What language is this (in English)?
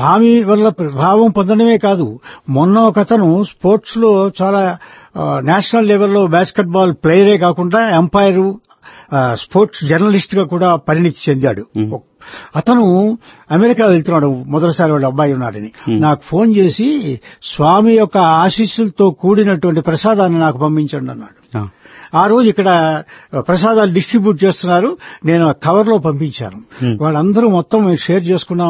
Telugu